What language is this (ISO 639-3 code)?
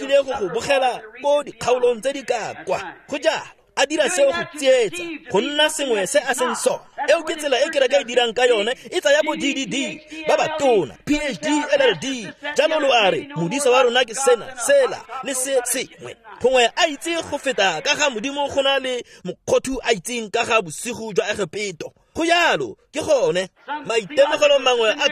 tsn